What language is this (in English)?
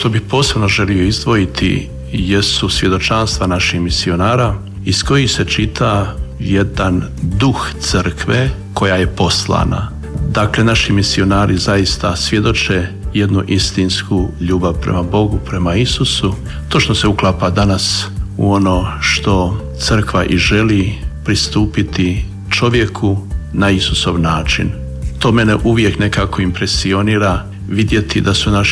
Croatian